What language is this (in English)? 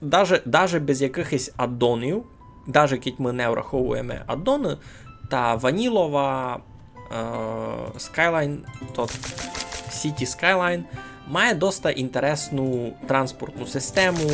Rusyn